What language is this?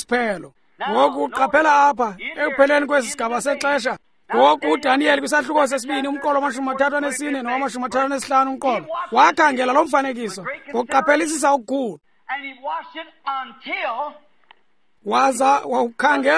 Xhosa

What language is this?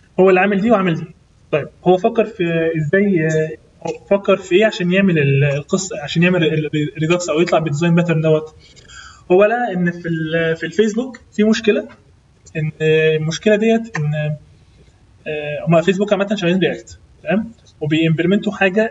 Egyptian Arabic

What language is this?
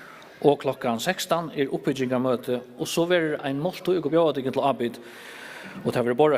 Faroese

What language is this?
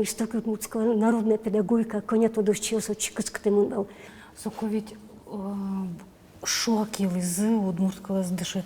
Udmurt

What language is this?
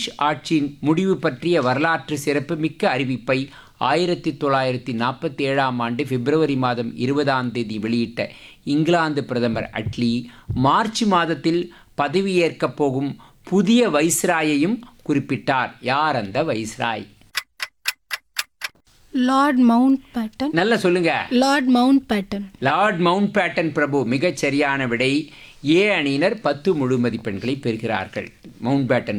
Tamil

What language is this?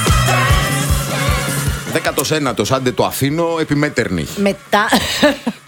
Greek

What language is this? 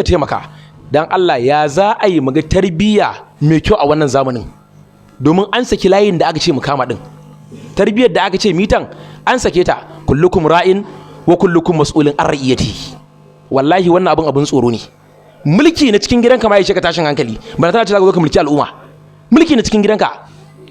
Hausa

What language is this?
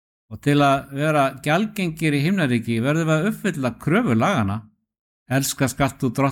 Icelandic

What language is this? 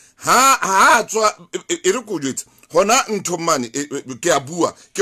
Southern Sotho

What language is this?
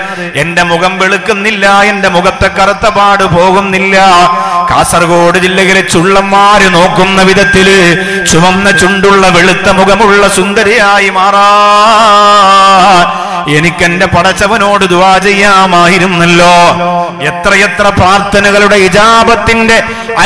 Malayalam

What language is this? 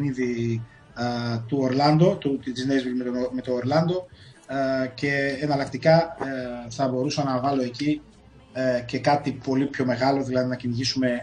Greek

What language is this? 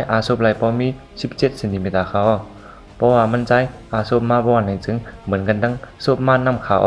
Shan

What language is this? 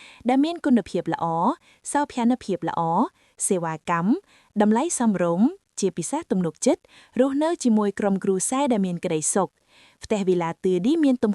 Khmer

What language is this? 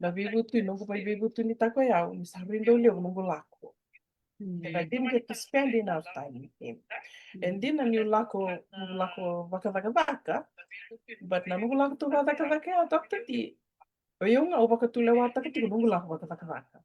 Fijian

